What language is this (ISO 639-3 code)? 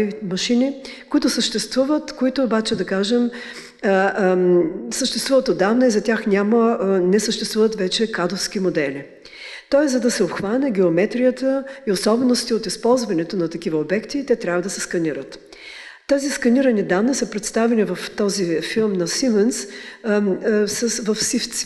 bul